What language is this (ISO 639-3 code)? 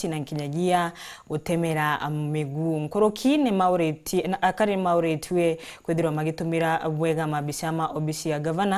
mer